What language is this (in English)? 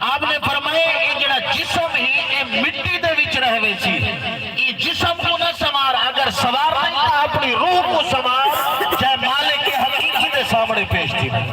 Saraiki